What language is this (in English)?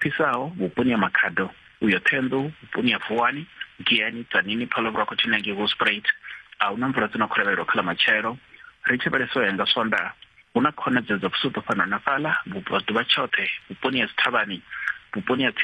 Venda